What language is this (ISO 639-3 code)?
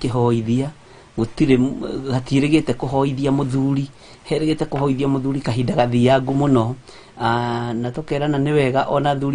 kik